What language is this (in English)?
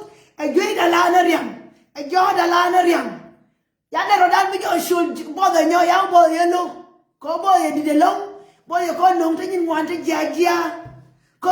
Nuer